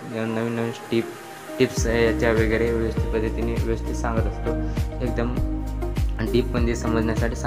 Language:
Marathi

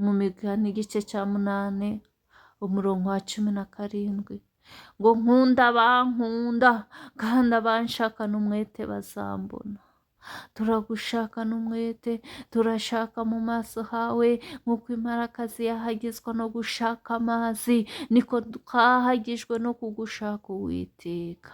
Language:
Kinyarwanda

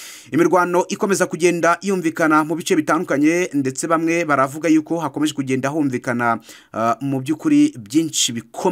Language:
Kinyarwanda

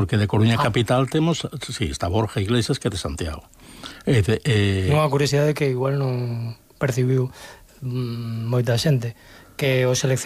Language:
Galician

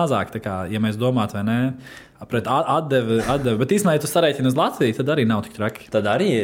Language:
Latvian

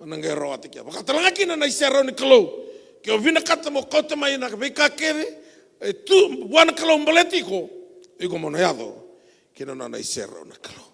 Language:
Fijian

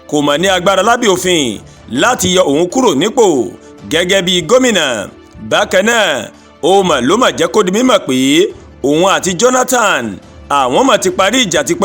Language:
Yoruba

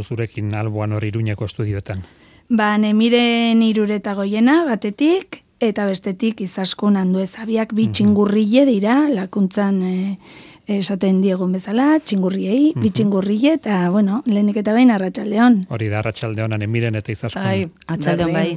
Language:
Basque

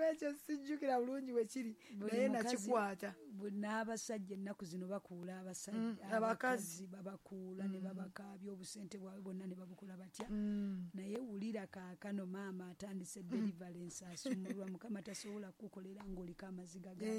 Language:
Ganda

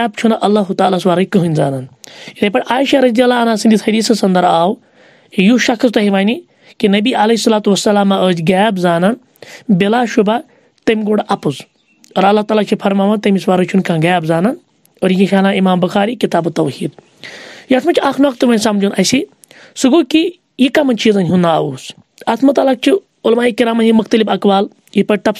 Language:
Kashmiri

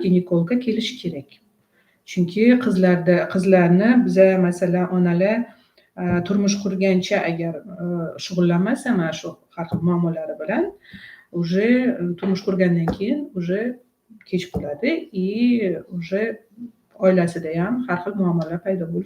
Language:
Uzbek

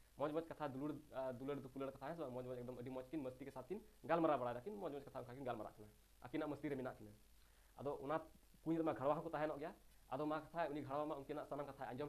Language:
Santali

